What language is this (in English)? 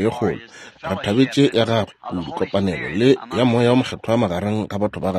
Northern Sotho